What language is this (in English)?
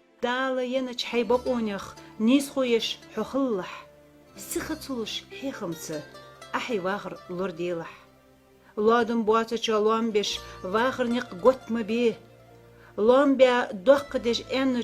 Ingush